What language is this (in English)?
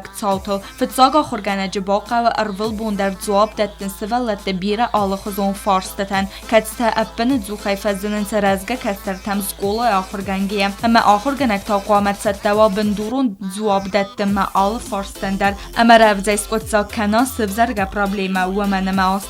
Ossetic